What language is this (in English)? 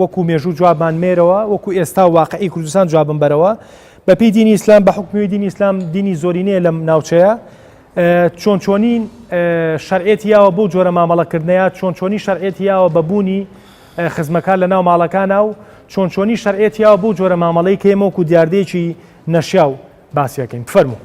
Central Kurdish